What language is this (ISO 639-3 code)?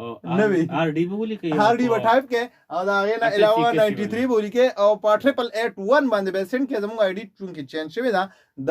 pus